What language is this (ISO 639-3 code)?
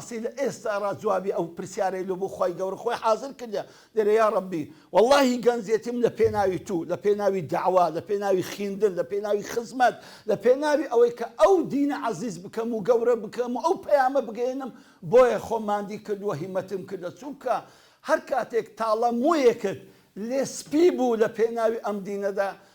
ckb